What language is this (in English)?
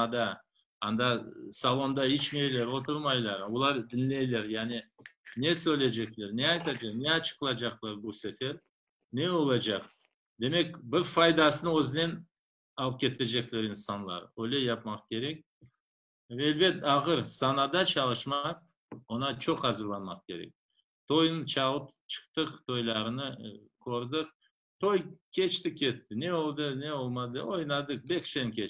Crimean Tatar